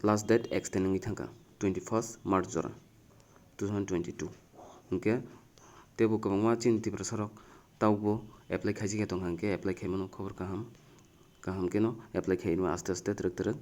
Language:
Kok Borok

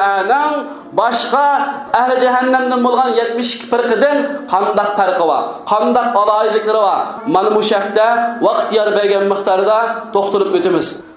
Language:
Uyghur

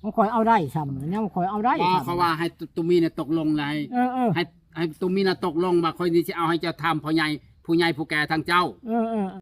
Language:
Lao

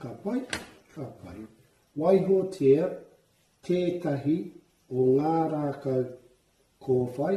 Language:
Māori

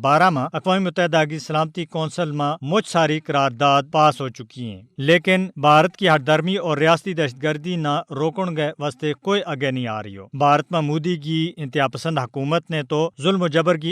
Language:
Gujari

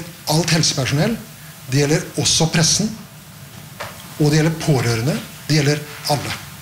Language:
Norwegian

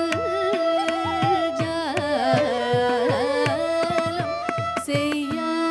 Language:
Tamil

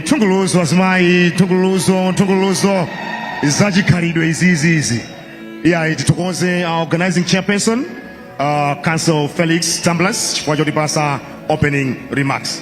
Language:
Nyanja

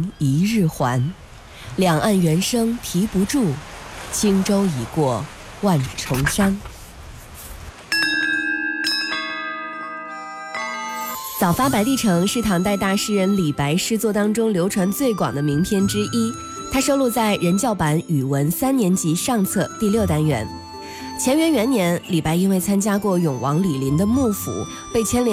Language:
Chinese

